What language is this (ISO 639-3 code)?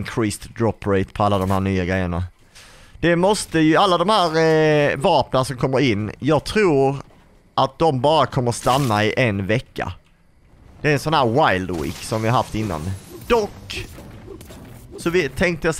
swe